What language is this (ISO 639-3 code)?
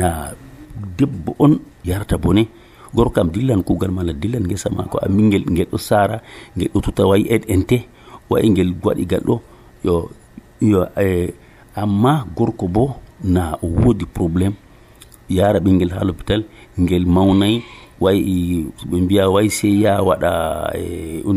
fuv